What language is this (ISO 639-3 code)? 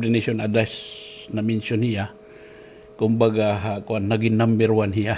war